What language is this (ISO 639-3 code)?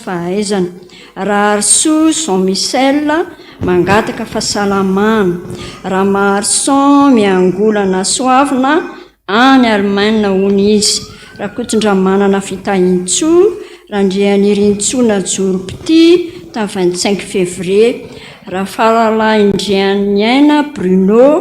mlg